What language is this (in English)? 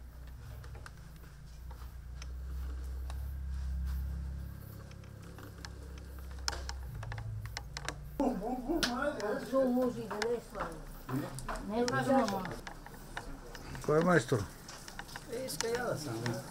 Bulgarian